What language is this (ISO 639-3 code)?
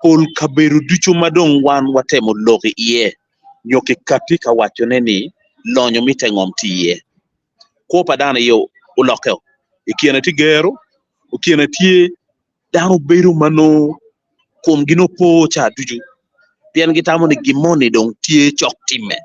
ach